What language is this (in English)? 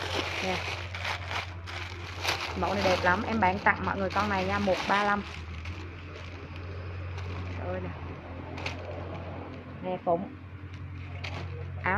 Vietnamese